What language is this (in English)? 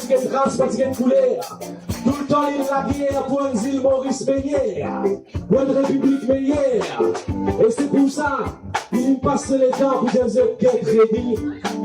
Morisyen